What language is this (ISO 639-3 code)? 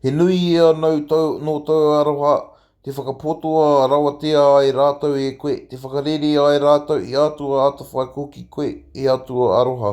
mri